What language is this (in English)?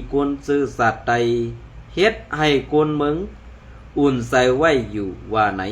Shan